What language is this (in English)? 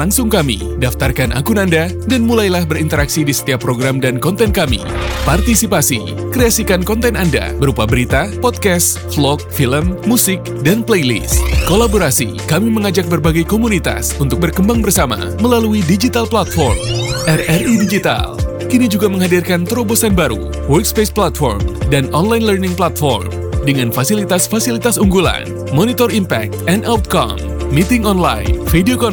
Indonesian